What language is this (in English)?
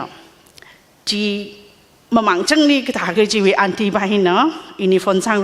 Tangkhul Naga (India)